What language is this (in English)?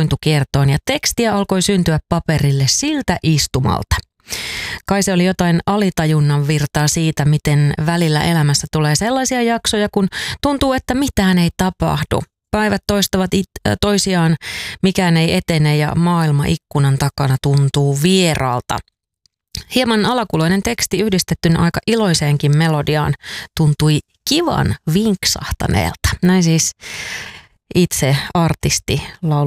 Finnish